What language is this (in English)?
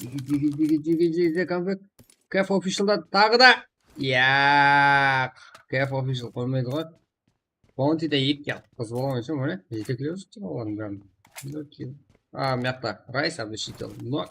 Kara-Kalpak